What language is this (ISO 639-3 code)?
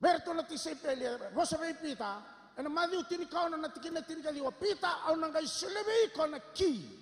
fij